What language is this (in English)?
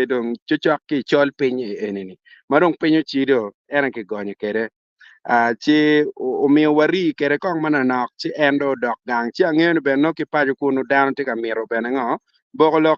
Acoli